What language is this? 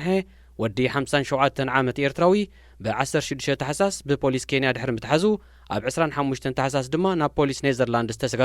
Tigrinya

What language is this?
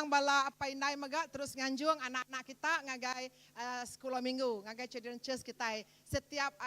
Iban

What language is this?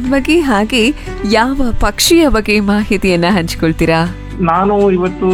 Kannada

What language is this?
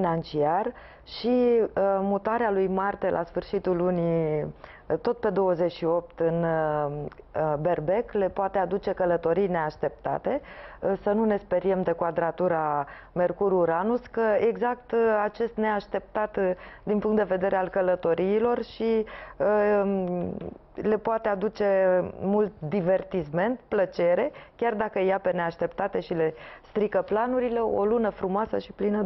Romanian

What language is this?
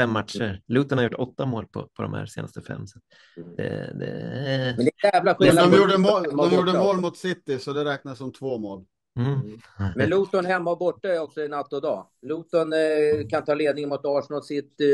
Swedish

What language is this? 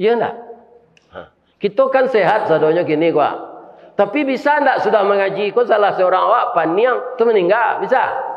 Minangkabau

